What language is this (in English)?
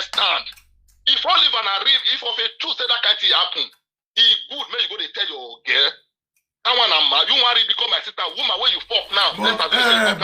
Nigerian Pidgin